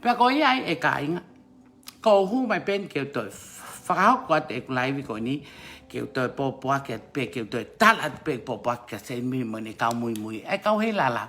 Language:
Tongan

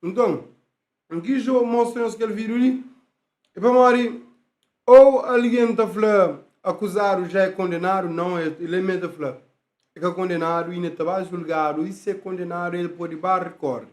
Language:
Kabuverdianu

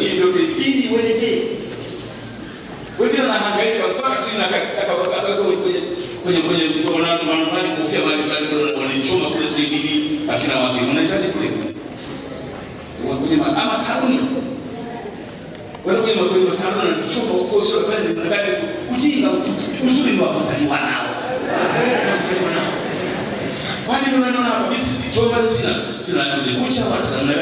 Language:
Swahili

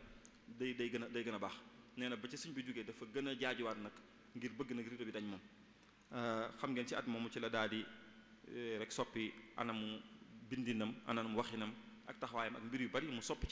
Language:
Wolof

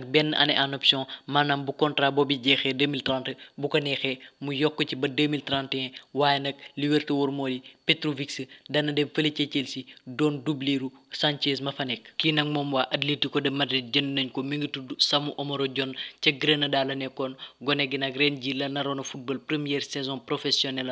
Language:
Wolof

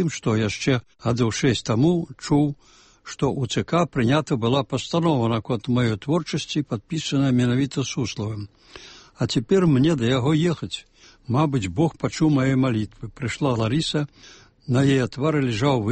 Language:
Belarusian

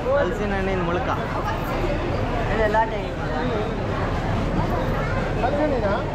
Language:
Kannada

